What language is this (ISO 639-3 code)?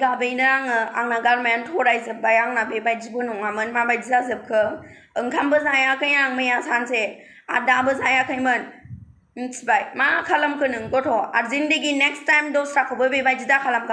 brx